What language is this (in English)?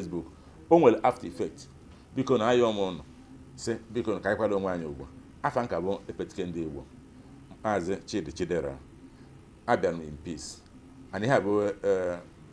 Igbo